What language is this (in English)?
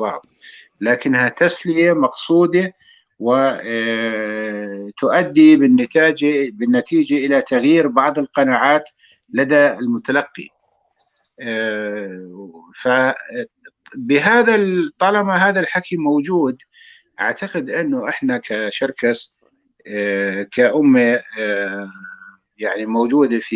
North Levantine Arabic